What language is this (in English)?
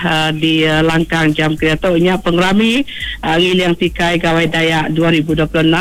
Iban